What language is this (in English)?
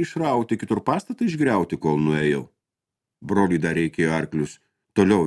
Lithuanian